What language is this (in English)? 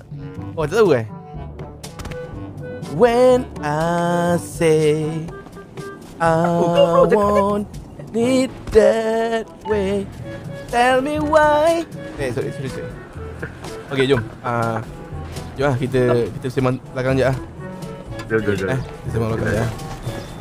Malay